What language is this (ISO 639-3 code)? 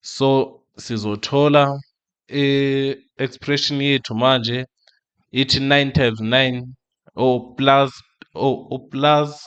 zul